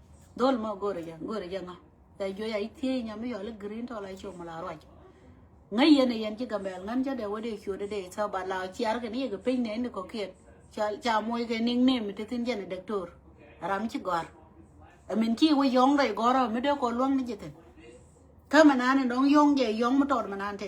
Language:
Nuer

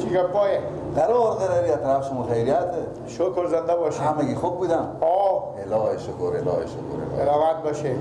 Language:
Persian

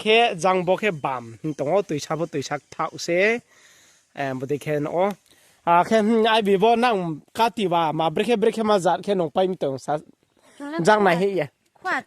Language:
Riang (India)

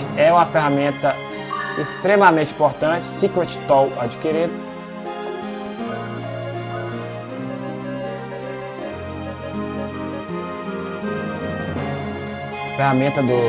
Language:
Portuguese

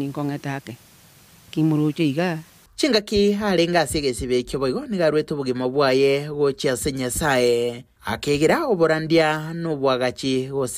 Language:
Gusii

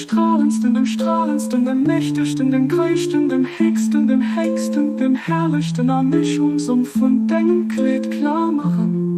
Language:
Luxembourgish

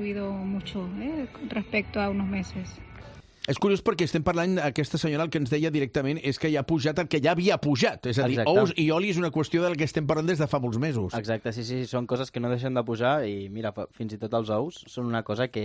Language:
Catalan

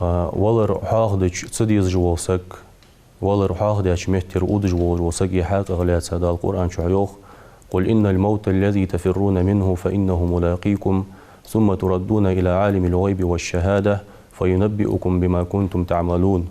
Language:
Ingush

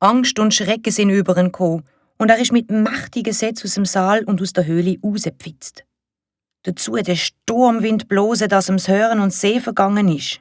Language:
Swiss German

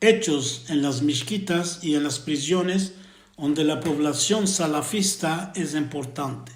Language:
Ladino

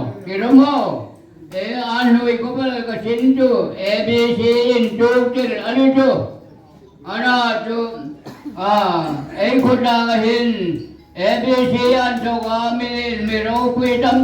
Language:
Hmar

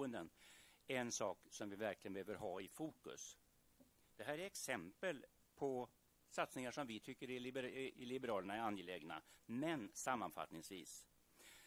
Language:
Swedish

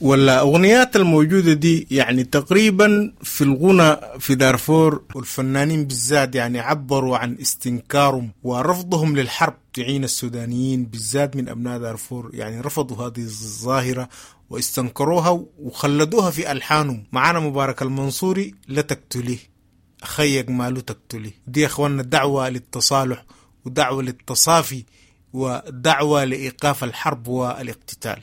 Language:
Sudanese Arabic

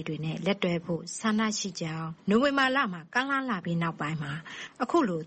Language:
Burmese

